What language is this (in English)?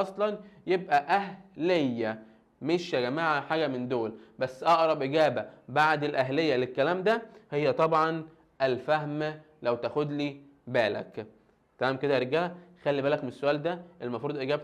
Egyptian Arabic